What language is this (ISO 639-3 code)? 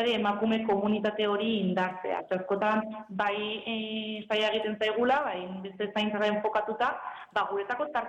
eus